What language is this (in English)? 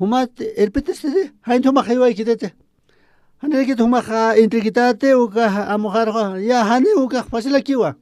Aymara